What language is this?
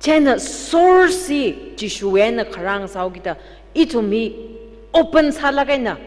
Tangkhul Naga (India)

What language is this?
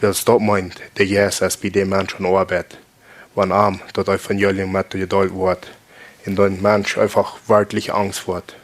Plautdietsch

